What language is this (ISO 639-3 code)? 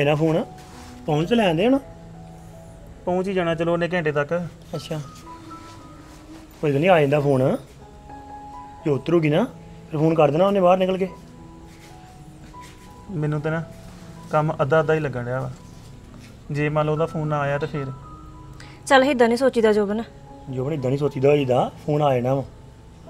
pan